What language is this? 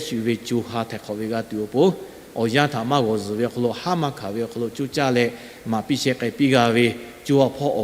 Lahu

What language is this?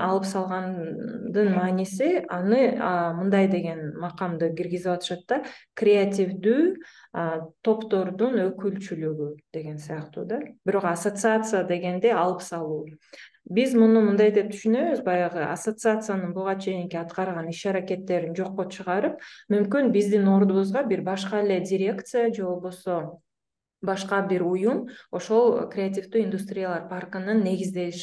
Kyrgyz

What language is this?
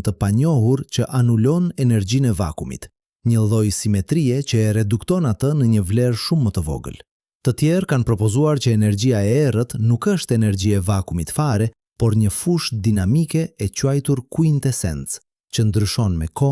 Albanian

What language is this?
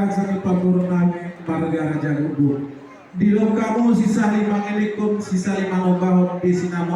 Batak Toba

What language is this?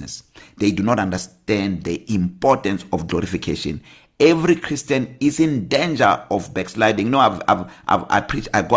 English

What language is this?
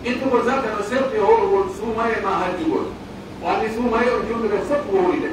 Pular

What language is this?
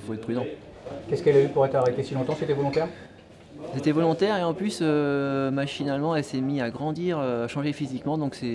French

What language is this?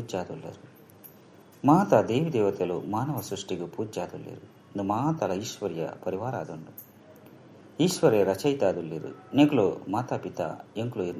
Tulu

